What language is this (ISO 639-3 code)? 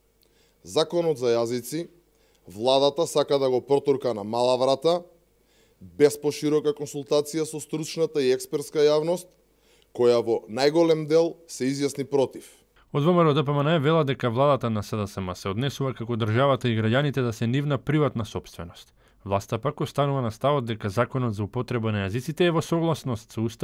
mkd